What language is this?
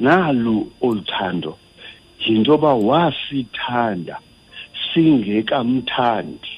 Xhosa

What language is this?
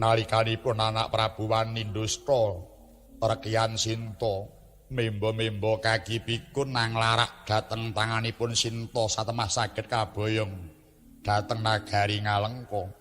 Javanese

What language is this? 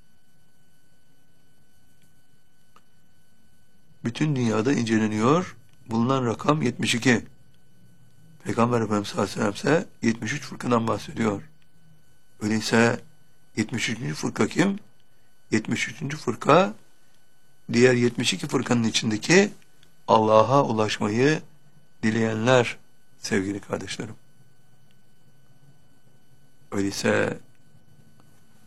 Turkish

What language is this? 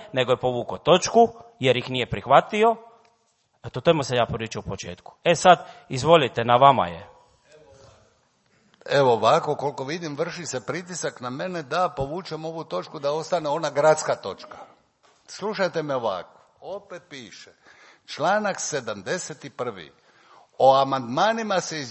Croatian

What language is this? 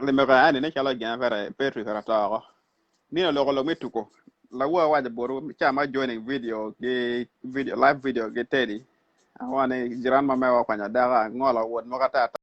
Acoli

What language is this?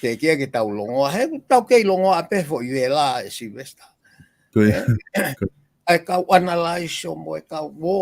Tongan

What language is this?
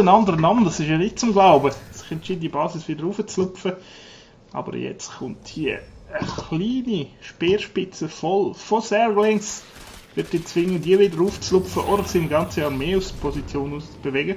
Swiss German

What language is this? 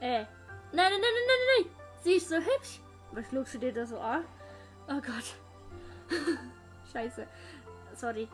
Swiss German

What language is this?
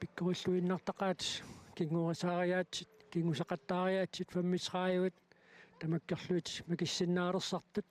Kalaallisut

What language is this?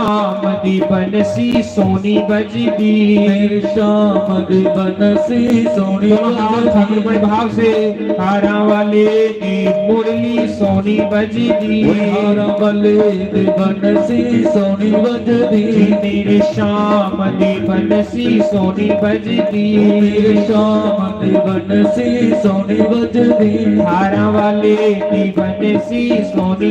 Dogri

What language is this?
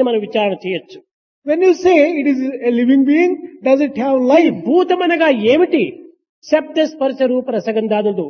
Telugu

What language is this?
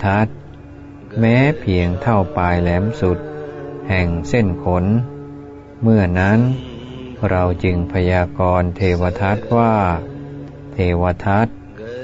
Thai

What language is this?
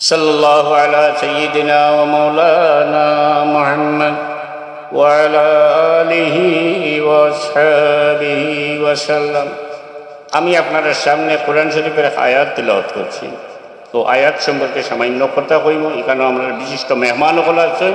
Sylheti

